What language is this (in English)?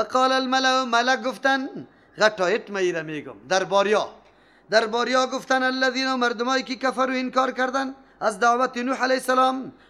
Persian